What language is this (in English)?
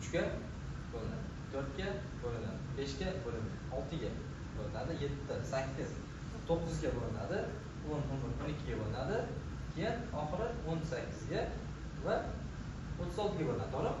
Uzbek